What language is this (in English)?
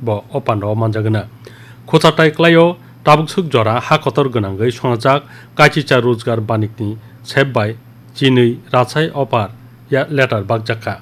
Kok Borok